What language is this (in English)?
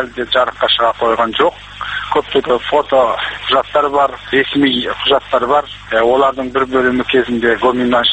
Kazakh